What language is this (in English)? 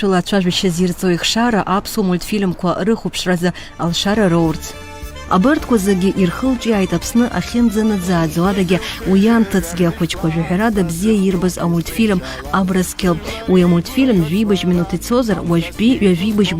Abkhazian